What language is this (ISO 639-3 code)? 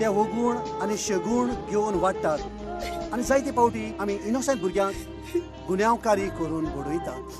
kok